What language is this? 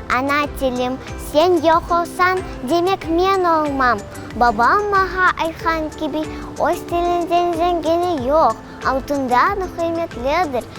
Crimean Tatar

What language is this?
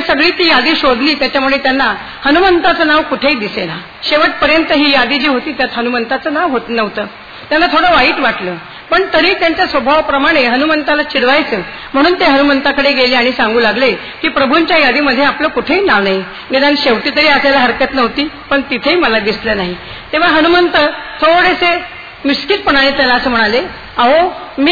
Marathi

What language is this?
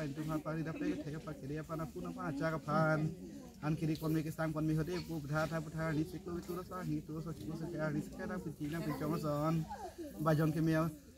Karbi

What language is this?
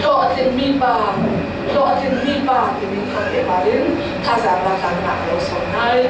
Falam Chin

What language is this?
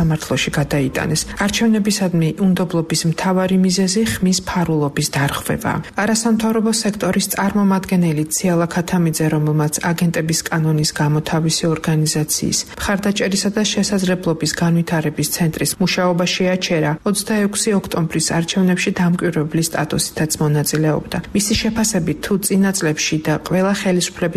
Georgian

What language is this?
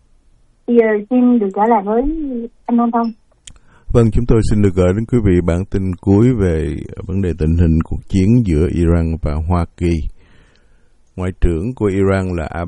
Vietnamese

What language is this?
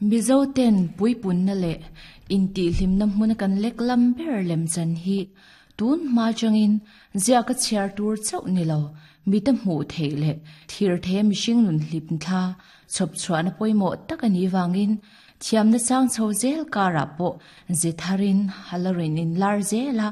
Mizo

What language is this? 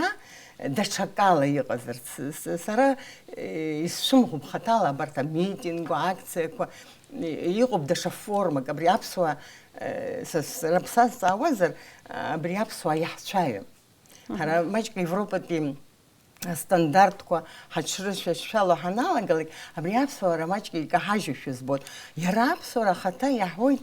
Abkhazian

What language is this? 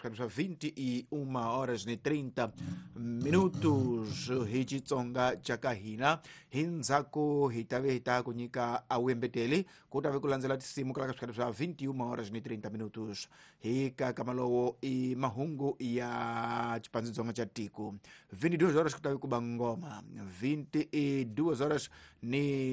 Tsonga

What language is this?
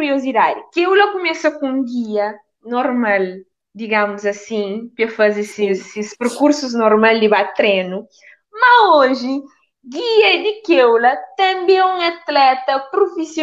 Kabuverdianu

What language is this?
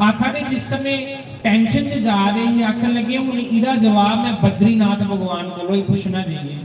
Dogri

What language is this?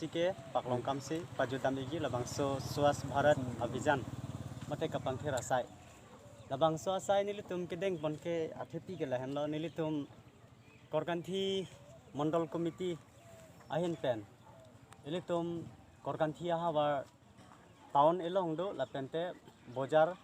Karbi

